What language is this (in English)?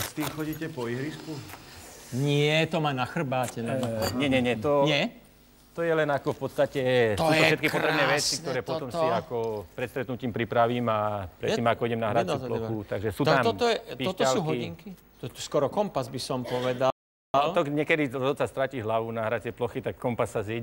Slovak